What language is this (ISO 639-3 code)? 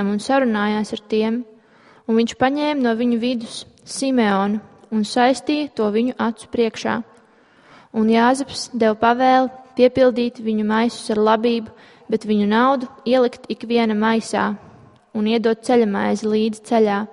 lav